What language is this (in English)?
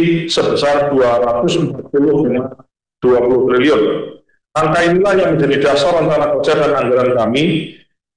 Indonesian